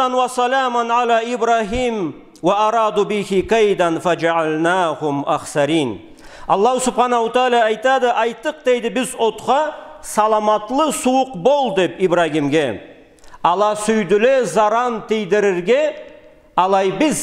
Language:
Karachay-Balkar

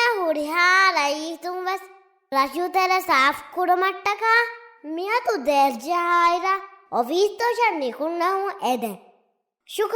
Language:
Divehi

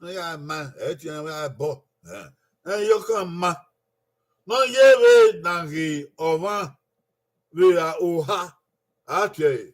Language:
Bini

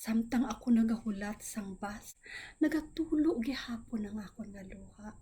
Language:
Hiligaynon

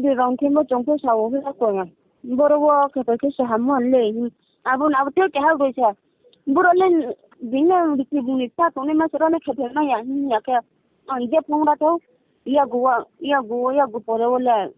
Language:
Riang (India)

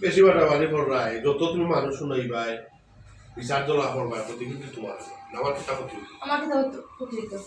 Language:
Sylheti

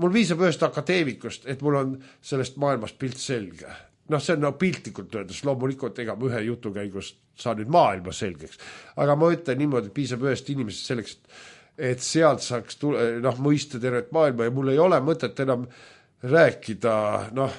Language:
Estonian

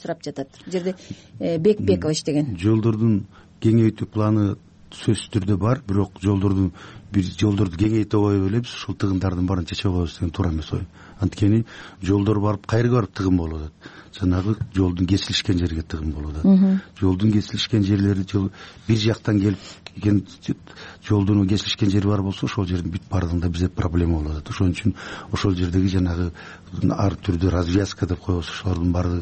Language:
Kyrgyz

